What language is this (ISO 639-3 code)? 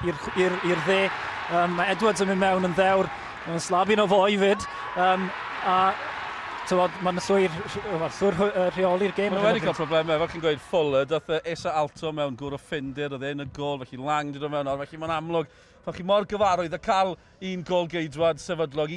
cym